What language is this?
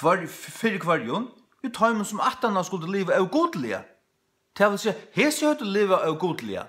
Faroese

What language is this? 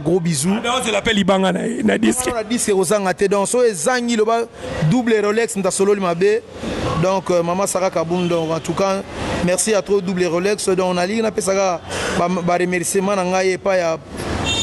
Lingala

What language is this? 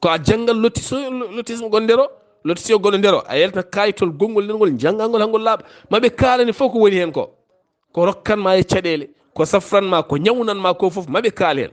Fula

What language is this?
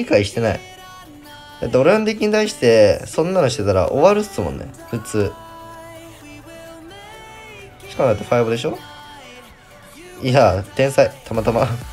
Japanese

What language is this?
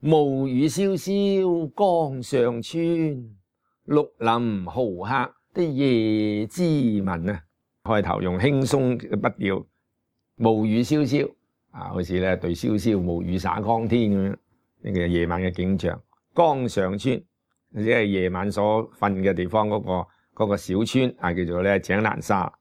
Cantonese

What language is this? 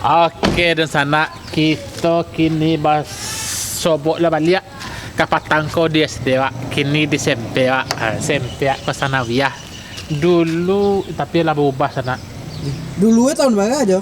Minangkabau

